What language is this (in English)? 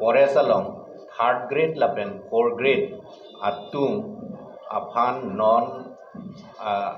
Karbi